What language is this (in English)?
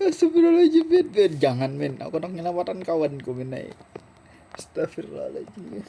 Banjar